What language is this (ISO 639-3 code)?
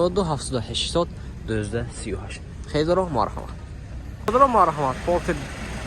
tgk